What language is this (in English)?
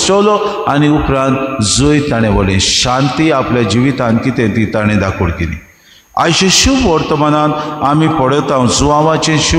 Konkani